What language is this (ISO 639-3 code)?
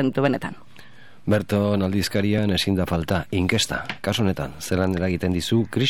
eus